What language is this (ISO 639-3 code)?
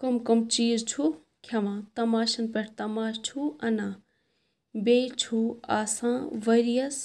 kas